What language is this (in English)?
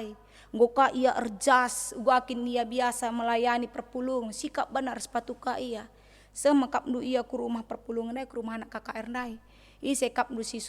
Batak Karo